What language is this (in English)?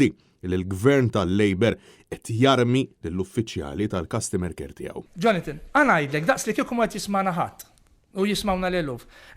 Maltese